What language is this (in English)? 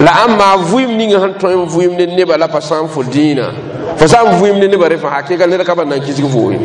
Mossi